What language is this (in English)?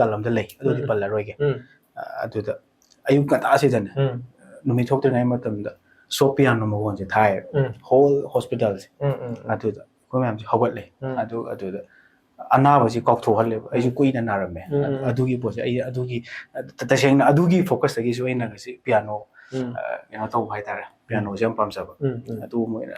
Manipuri